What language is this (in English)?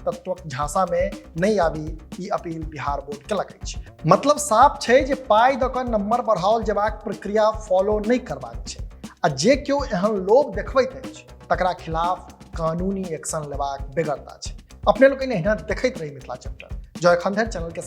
Maithili